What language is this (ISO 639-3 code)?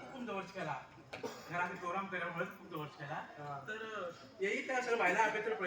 kok